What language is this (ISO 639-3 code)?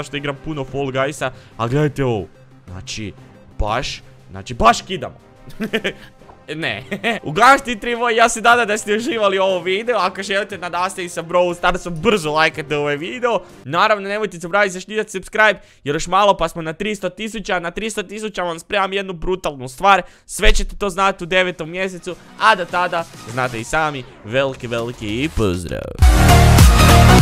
hrv